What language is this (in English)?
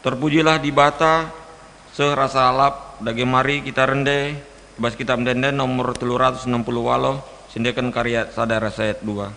Batak Karo